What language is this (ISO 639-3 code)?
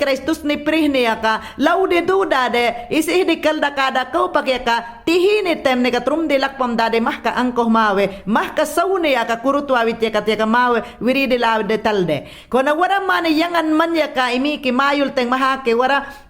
yan